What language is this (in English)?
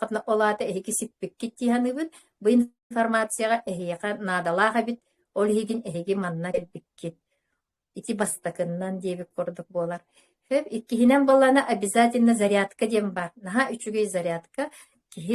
Yakut